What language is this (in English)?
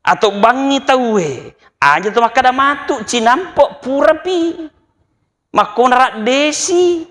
Buginese